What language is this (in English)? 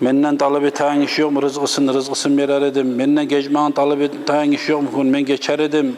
Kumyk